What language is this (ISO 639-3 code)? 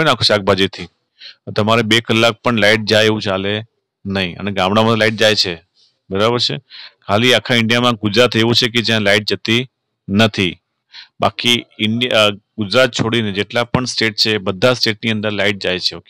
guj